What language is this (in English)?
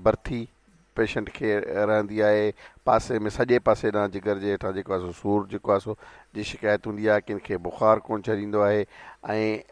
Sindhi